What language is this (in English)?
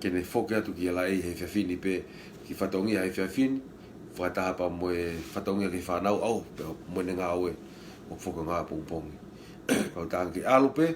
Tongan